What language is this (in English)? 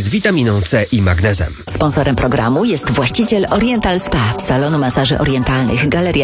Polish